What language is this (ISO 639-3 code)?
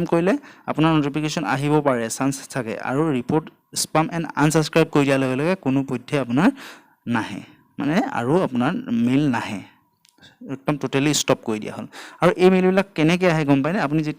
asm